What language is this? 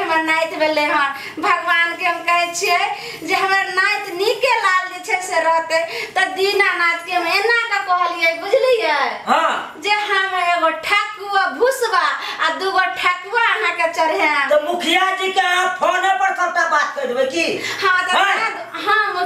Maithili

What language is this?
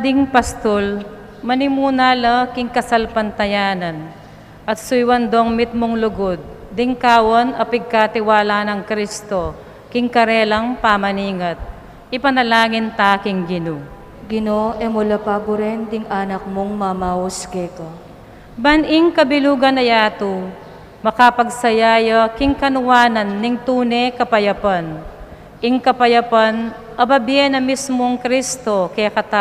Pampanga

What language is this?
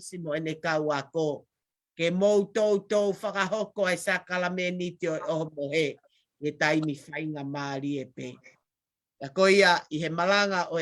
Tongan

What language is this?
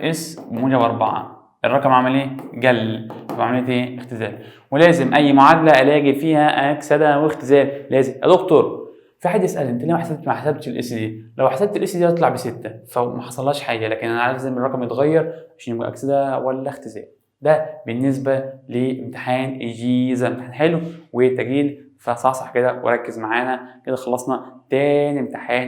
Egyptian Arabic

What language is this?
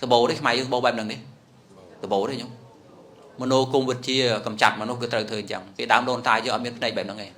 Khmer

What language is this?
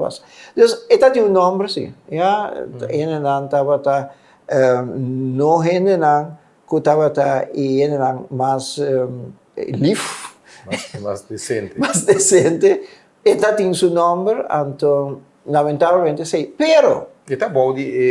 Papiamento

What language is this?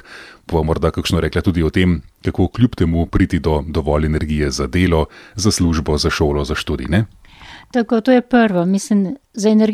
Slovenian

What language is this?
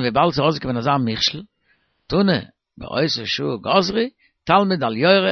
Yiddish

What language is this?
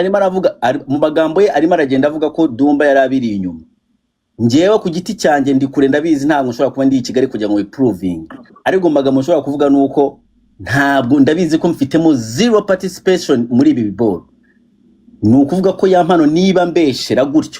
Kinyarwanda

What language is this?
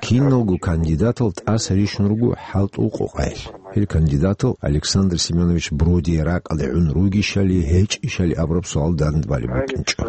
Avaric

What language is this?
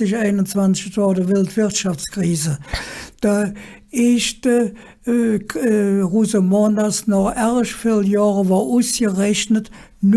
Colognian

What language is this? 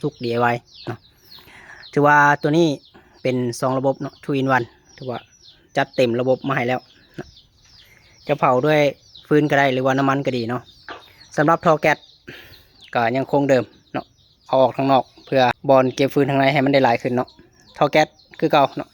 Lao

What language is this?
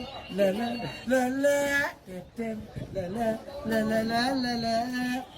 Tigrinya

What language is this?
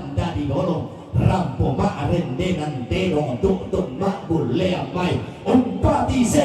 Toraja-Sa'dan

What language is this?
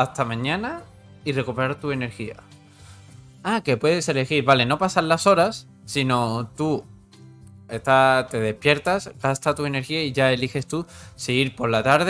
Spanish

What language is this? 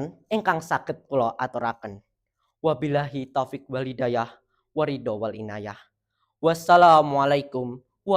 Javanese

